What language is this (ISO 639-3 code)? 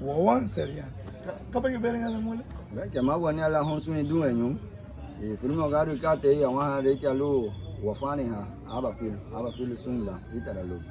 cab